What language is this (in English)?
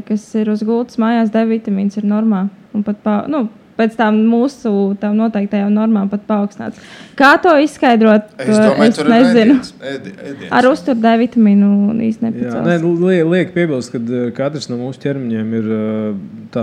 Latvian